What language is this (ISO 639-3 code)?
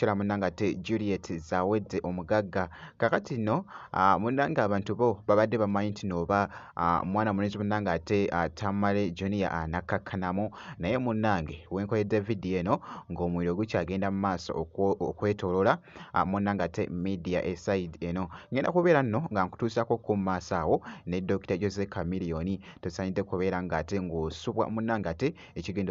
lug